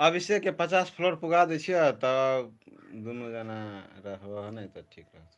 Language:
Maithili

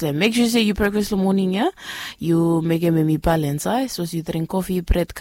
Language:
Bislama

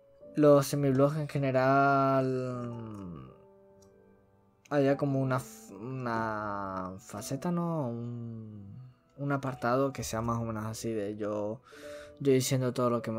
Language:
Spanish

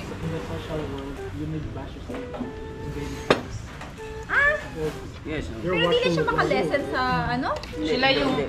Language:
Filipino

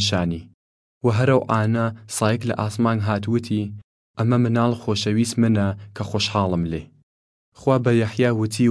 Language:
Southern Kurdish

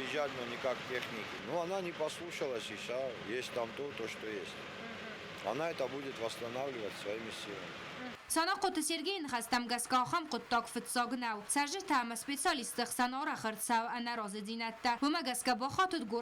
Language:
Ossetic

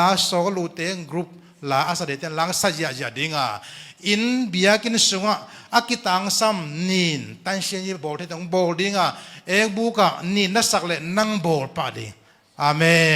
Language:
Tedim Chin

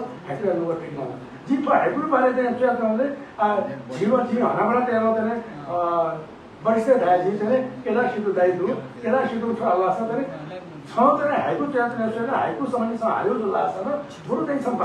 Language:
Newari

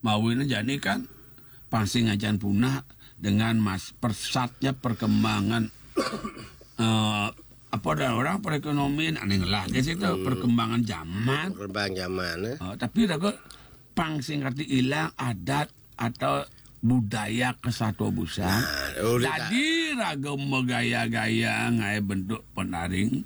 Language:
Balinese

